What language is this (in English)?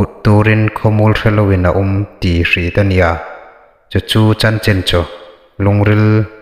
Hmar